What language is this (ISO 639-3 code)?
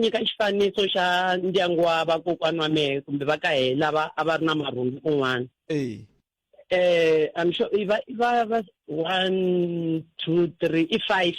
tso